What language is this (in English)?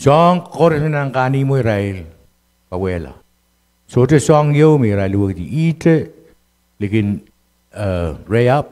Pohnpeian